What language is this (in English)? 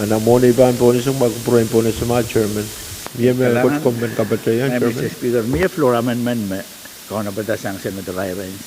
Pohnpeian